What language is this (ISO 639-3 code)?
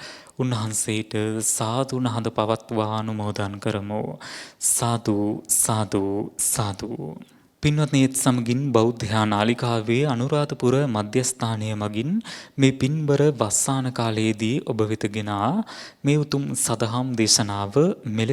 sin